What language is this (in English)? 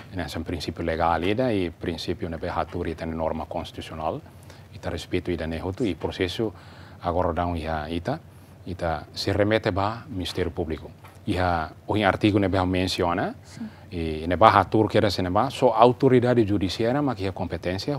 Tetum